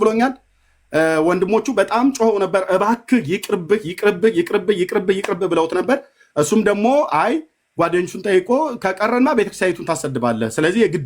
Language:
Amharic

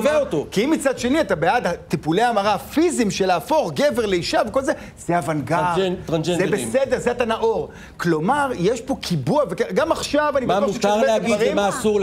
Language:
Hebrew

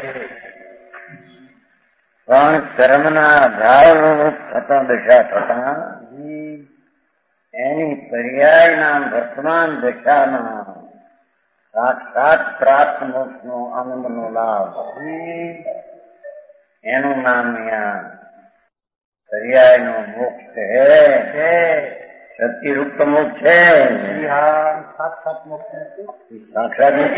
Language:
Gujarati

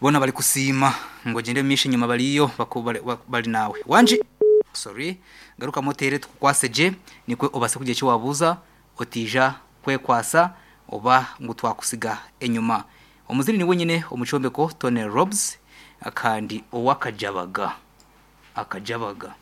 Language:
Nyankole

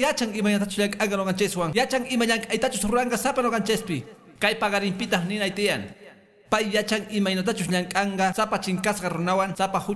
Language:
Quechua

